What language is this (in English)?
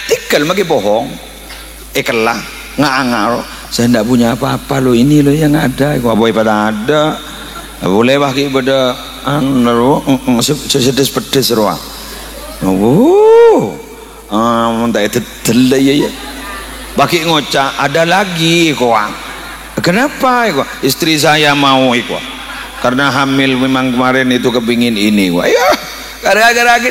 Madurese